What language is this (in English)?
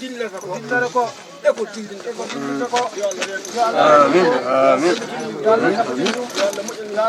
Fula